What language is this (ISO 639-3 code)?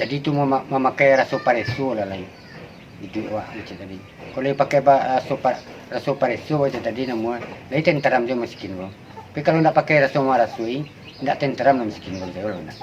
min